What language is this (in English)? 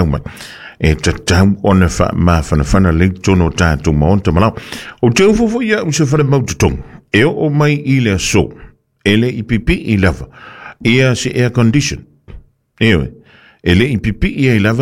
Samoan